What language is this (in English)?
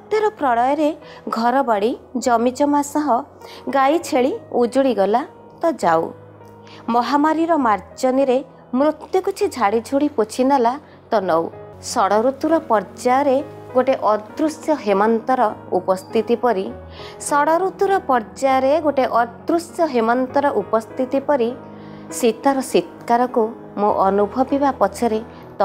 Odia